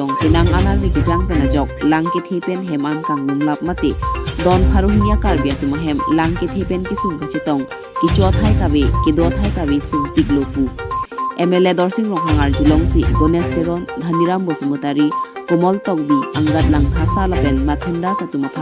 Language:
Karbi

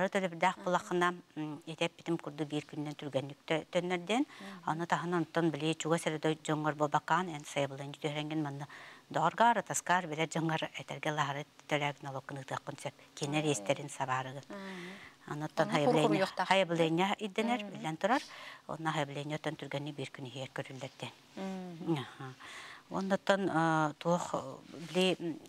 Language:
Yakut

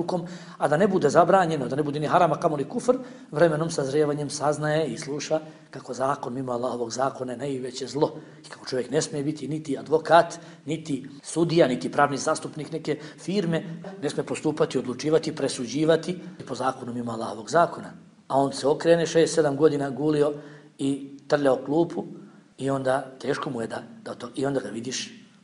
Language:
Bosnian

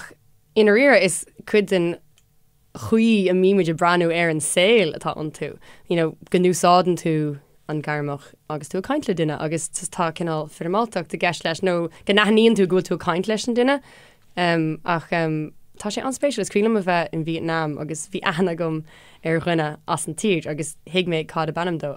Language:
Irish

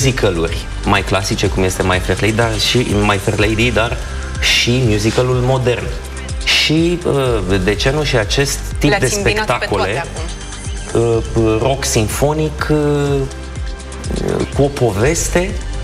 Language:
Romanian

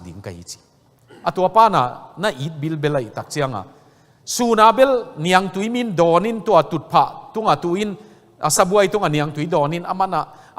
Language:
Tedim Chin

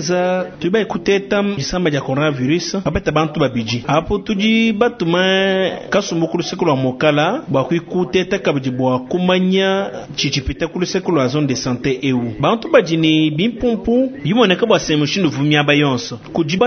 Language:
Luba-Lulua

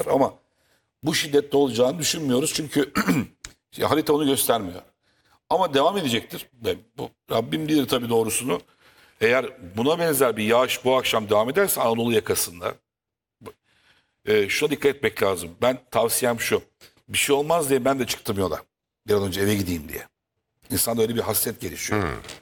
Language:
Turkish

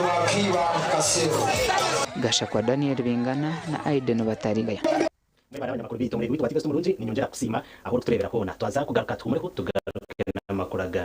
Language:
Nyankole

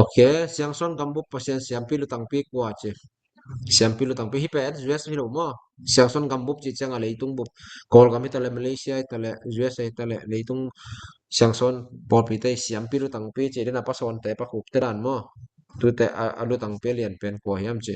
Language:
Tedim Chin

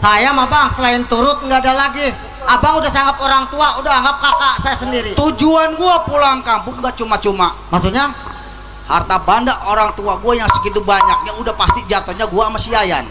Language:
Betawi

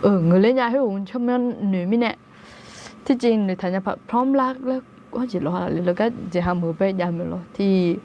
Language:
Akha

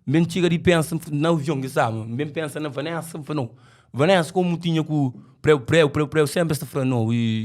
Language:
Kabuverdianu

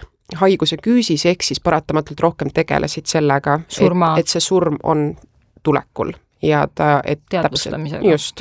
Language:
Estonian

